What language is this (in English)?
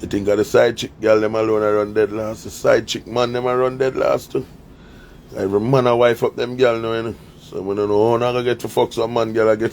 Jamaican Creole English